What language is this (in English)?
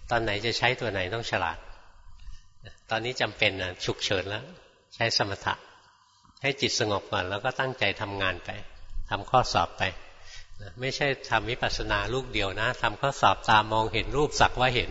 Thai